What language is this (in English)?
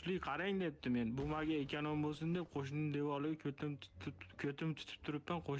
Uzbek